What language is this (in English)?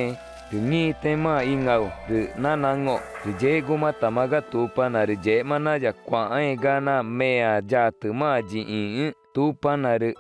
Ticuna